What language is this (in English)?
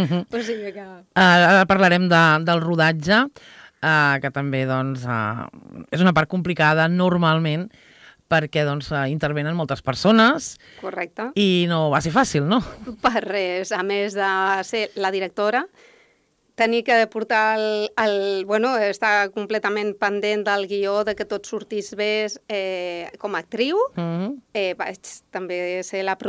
Catalan